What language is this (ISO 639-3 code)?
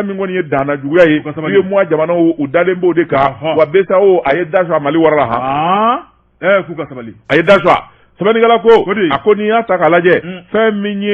bam